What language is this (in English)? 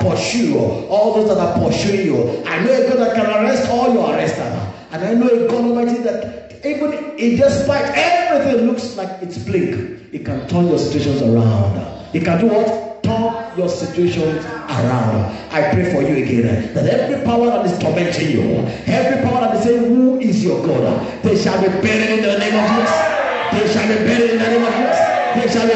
English